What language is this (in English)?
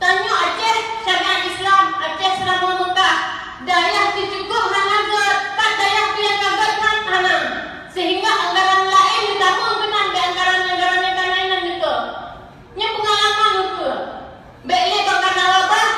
Achinese